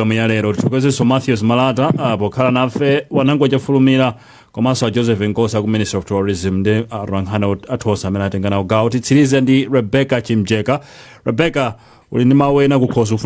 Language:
Nyanja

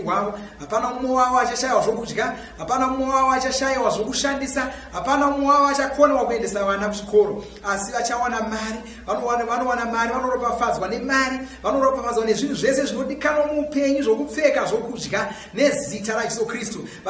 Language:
Shona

